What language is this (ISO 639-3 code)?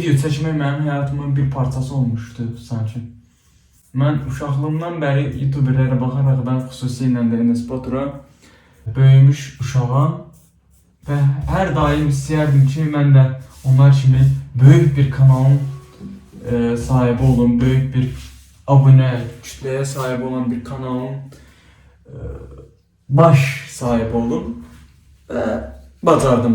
aze